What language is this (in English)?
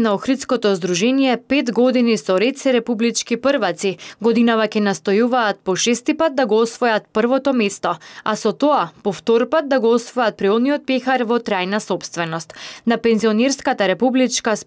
Macedonian